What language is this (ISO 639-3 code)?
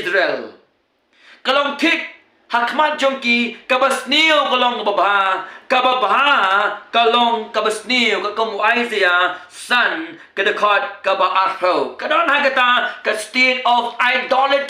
kha